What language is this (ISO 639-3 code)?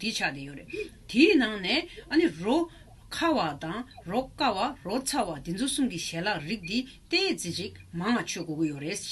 bod